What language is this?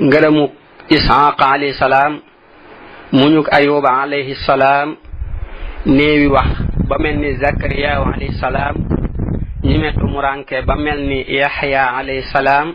Wolof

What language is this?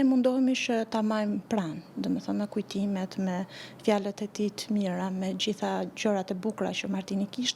Albanian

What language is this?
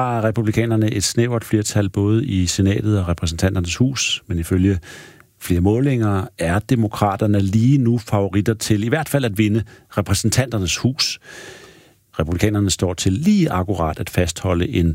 Danish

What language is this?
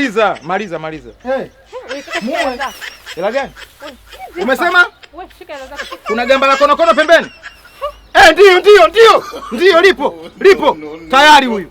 Swahili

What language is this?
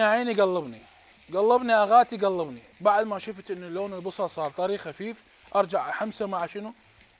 Mesopotamian Arabic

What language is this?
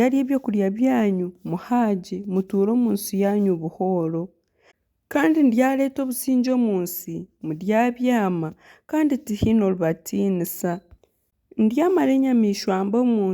Nyankole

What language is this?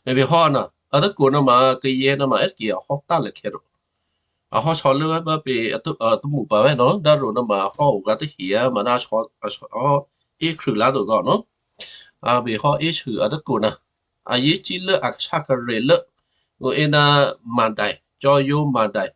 Western Kayah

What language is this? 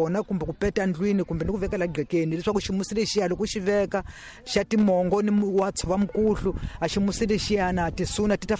Tsonga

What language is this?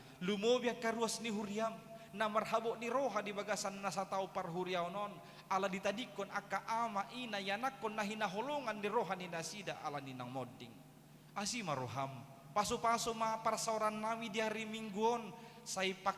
Batak Toba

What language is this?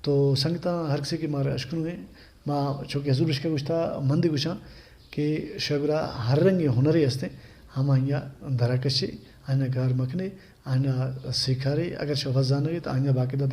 Baluchi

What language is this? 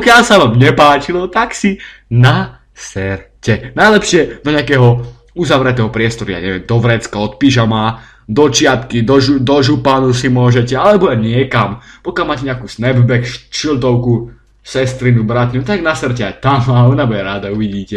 Slovak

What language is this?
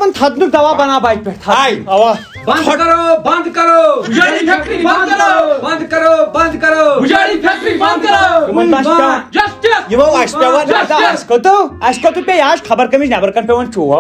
Kashmiri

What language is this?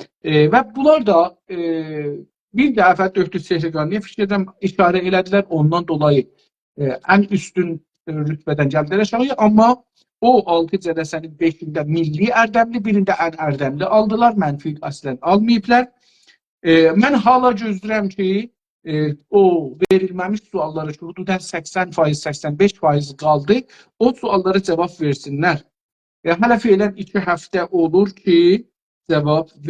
South Azerbaijani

